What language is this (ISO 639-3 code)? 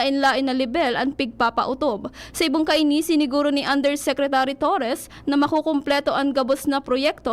bik